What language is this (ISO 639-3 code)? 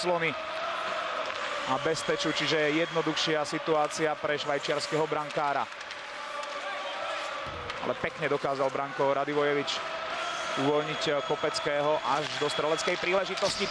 slk